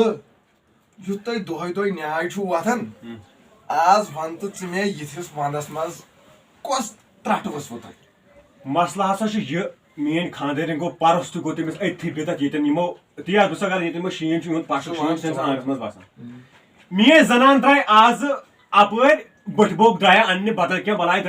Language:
Kashmiri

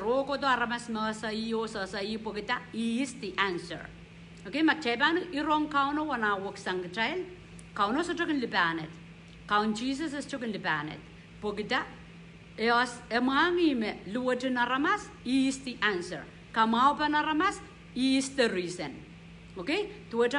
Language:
Pohnpeian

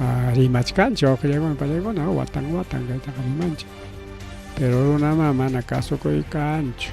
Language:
Ayacucho Quechua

